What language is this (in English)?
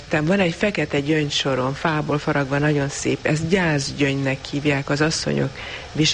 Hungarian